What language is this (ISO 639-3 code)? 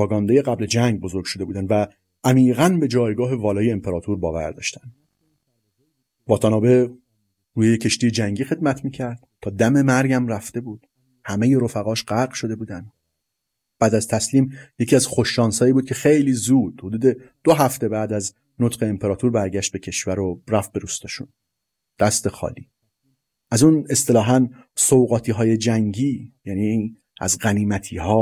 fas